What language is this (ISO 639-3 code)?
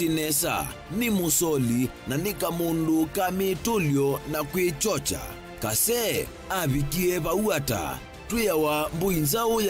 kam